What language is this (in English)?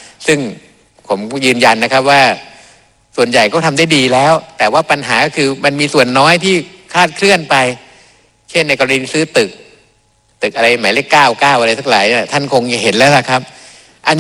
Thai